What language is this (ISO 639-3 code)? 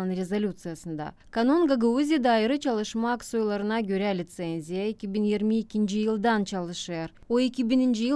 gag